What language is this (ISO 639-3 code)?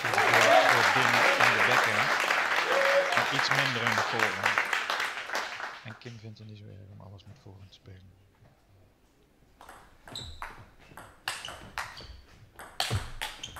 nld